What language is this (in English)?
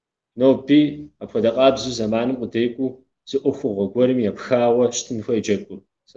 Kabardian